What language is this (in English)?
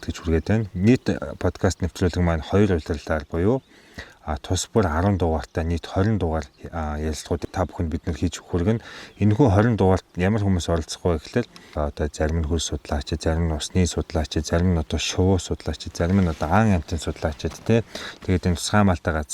Mongolian